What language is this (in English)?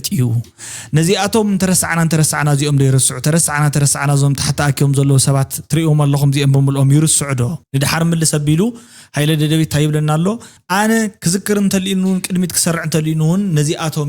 Tigrinya